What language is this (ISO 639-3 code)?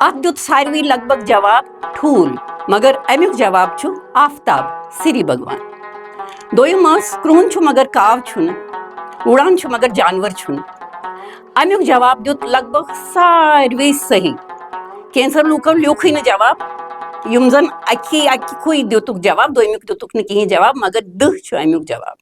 kas